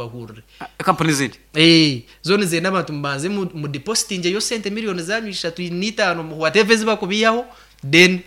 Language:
Nyankole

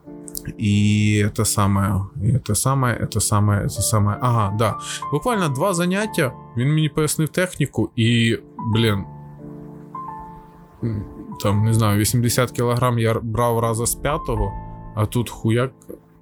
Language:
Ukrainian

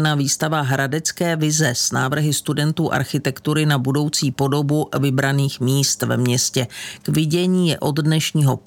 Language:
Czech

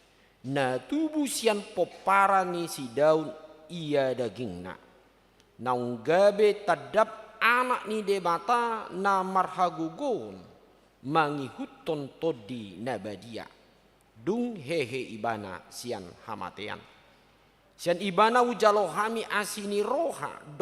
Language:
Batak Toba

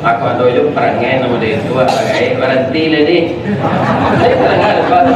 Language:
Minangkabau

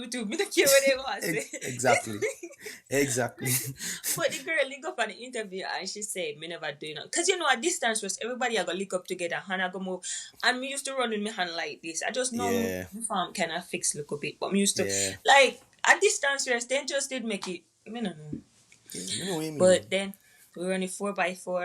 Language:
Jamaican Creole English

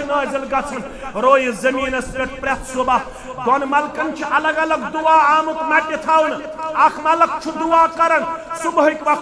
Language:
Kashmiri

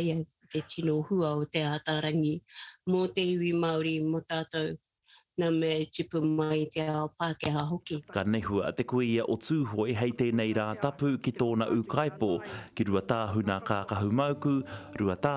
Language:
Māori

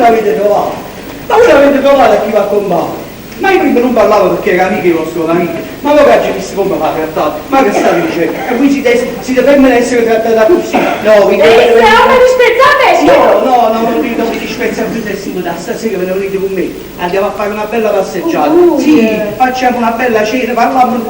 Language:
Neapolitan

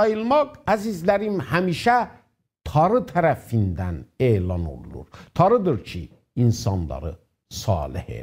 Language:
South Azerbaijani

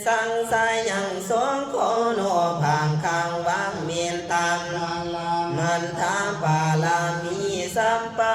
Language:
Pali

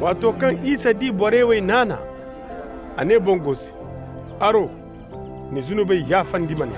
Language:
Koyraboro Senni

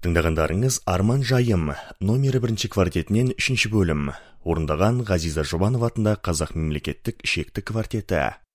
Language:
Kazakh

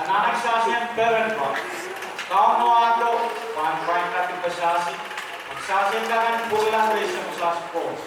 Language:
Pohnpeian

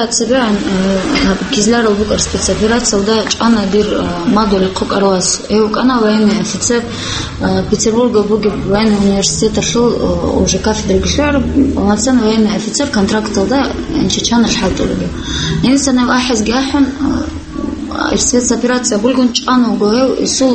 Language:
Avaric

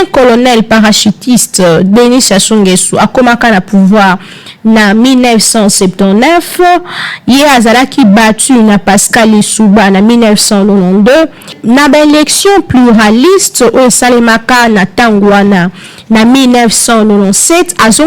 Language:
Lingala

